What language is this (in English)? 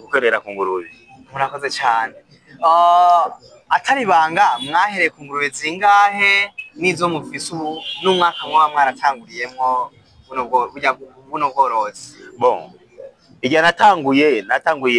Rundi